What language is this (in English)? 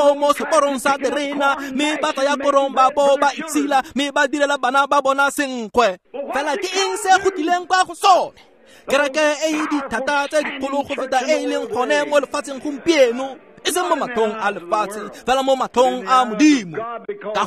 Tswana